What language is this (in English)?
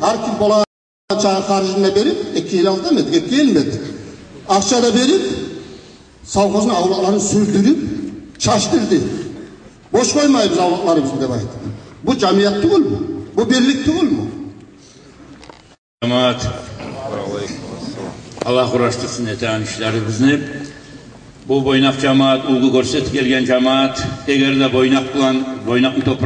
Kumyk